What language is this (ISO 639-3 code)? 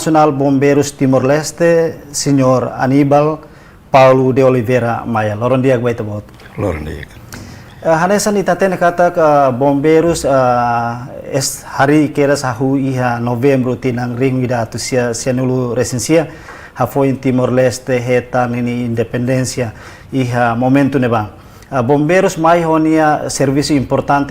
tet